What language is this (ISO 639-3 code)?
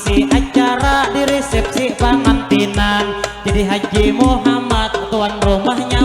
bjn